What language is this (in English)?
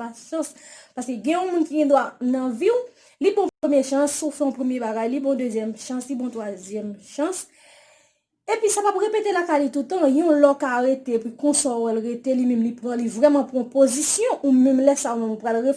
Haitian Creole